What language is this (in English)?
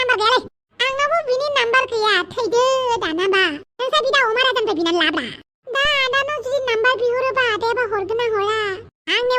Bodo